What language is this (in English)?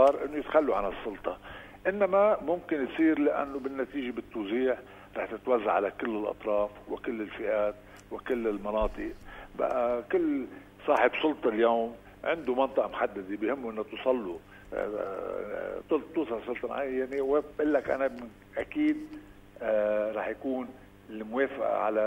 North Levantine Arabic